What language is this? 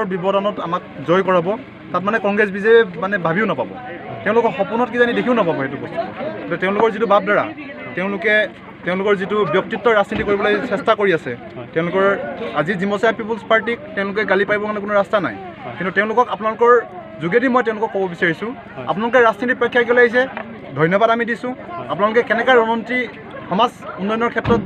Assamese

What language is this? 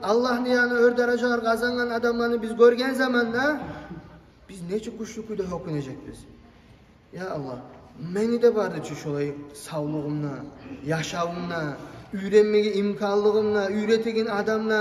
Kumyk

